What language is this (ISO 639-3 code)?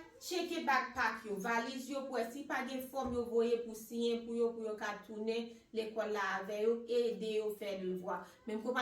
hat